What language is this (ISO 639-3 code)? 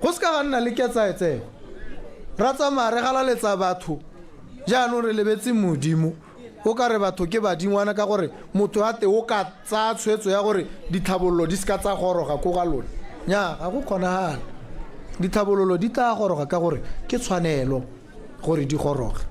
tsn